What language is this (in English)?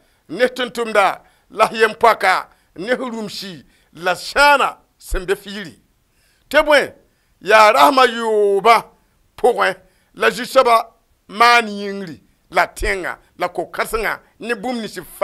Mossi